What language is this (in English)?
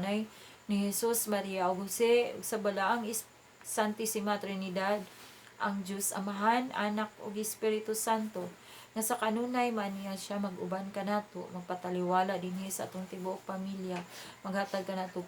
Cebuano